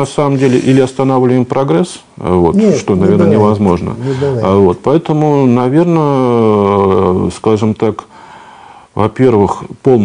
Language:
Russian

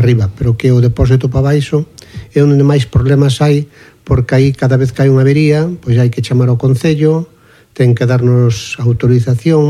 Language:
Galician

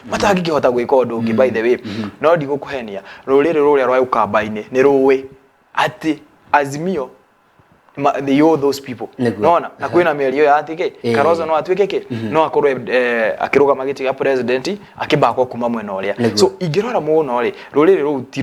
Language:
Kikuyu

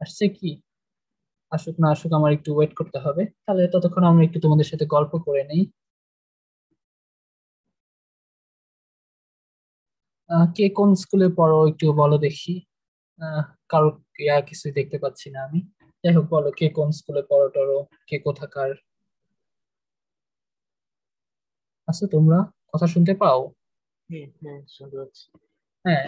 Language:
Bangla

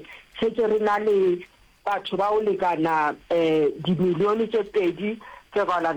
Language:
Northern Sotho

